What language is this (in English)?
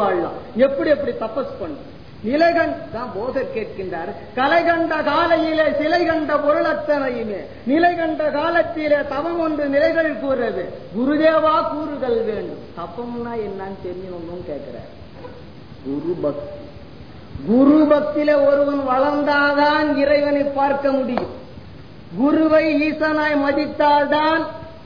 Tamil